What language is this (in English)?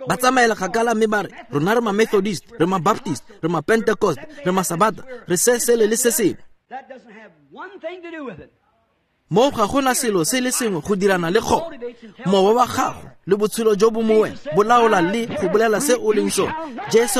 Tswana